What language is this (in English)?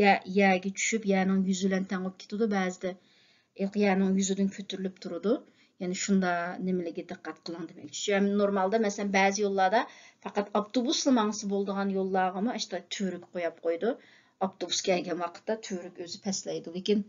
Uyghur